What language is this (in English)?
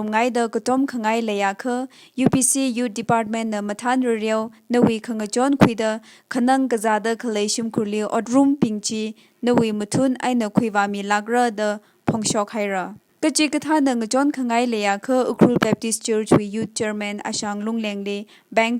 Tangkhul Naga (India)